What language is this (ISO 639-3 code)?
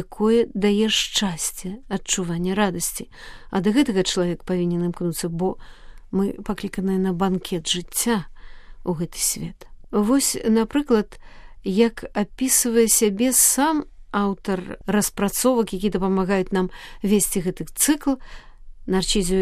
bel